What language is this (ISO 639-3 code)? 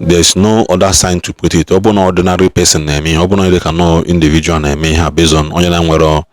ibo